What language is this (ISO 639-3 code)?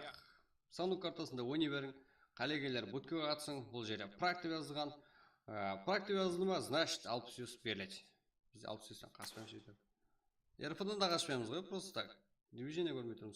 kaa